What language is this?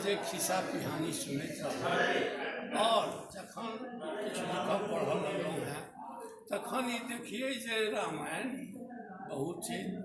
Maithili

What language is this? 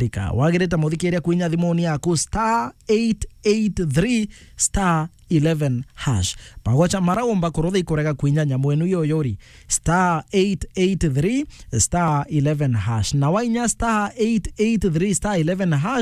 Meru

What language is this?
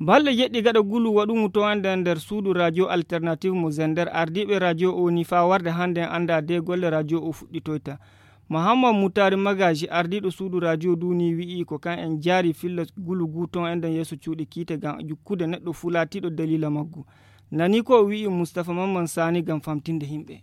Nigerian Fulfulde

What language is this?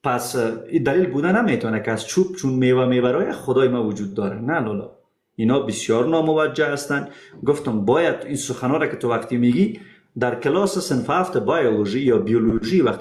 Persian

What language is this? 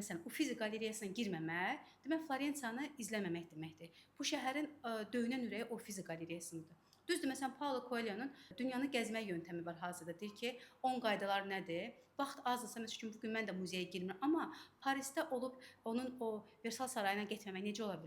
Azerbaijani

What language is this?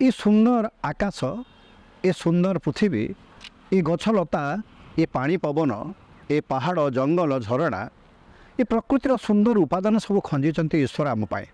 Odia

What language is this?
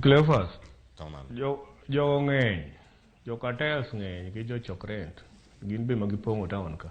Luo (Kenya and Tanzania)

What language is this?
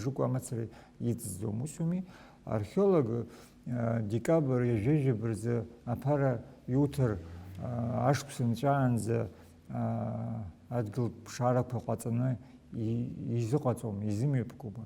Abkhazian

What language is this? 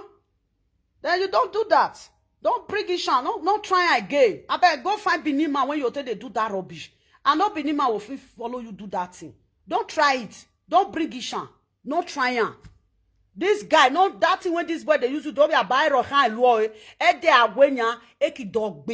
Nigerian Pidgin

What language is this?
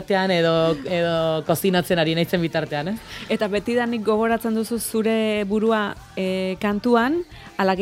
Basque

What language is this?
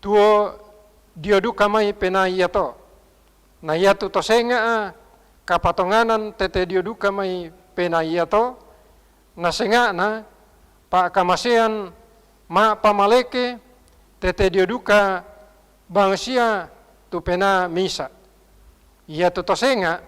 Toraja-Sa'dan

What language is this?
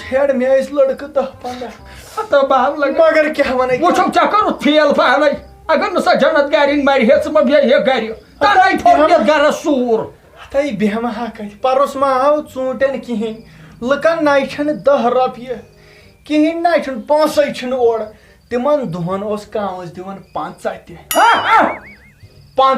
Kashmiri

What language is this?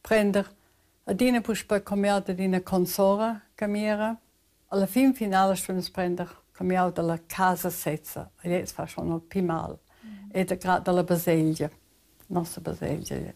Romansh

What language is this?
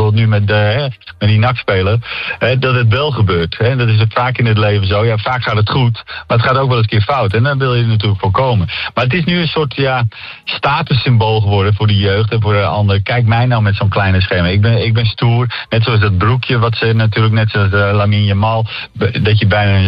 Dutch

